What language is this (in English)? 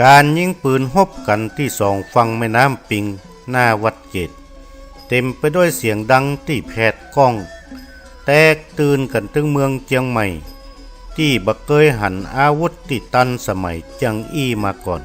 Northern Thai